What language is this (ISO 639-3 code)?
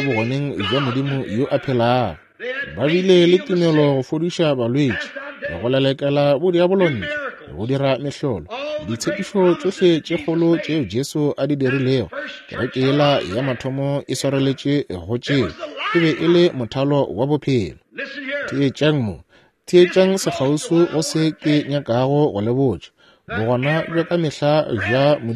nso